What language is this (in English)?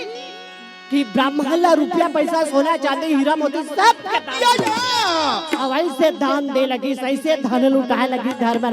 Chhattisgarhi